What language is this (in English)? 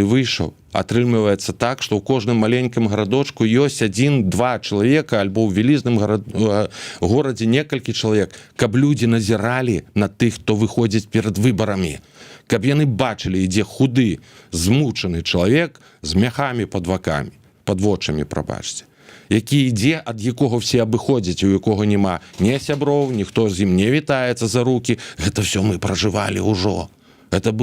Belarusian